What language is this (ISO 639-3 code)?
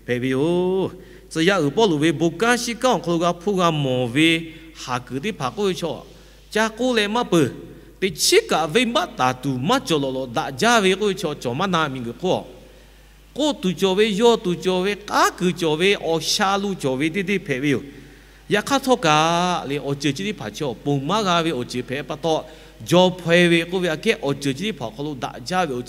lhu